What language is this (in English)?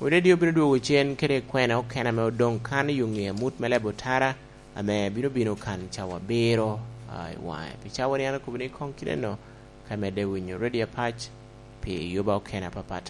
Lango (Uganda)